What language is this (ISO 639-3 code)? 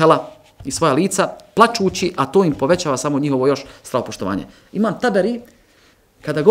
bos